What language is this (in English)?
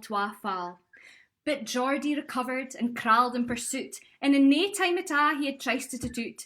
Scots